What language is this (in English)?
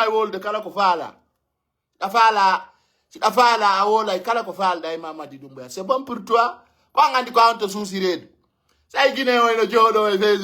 Pular